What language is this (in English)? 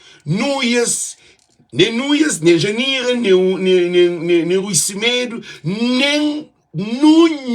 Kabuverdianu